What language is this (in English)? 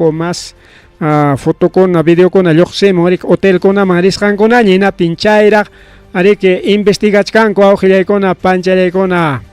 Ayacucho Quechua